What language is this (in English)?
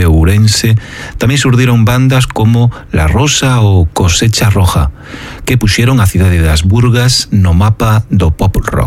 Galician